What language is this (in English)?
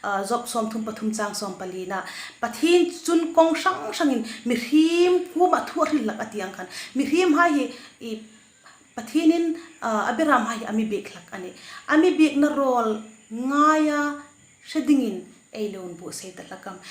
Hmar